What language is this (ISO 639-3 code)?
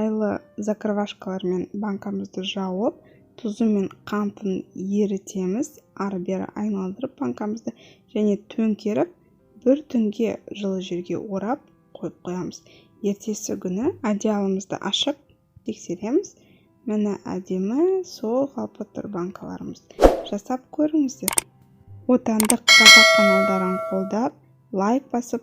kaz